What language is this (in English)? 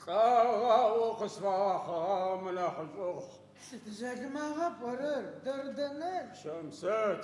Adyghe